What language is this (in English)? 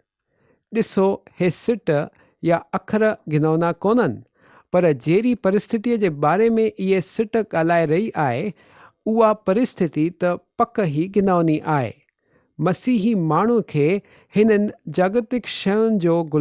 Sindhi